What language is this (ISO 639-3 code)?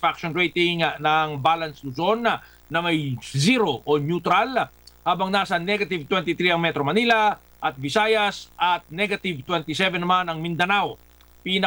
fil